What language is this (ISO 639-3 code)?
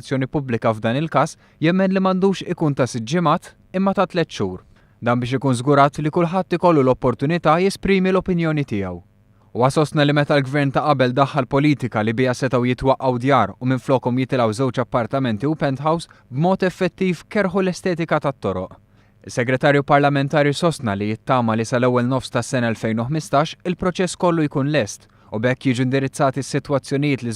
mlt